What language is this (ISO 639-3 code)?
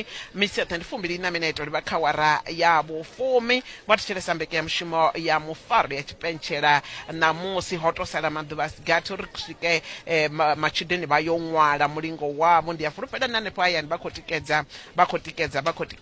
ven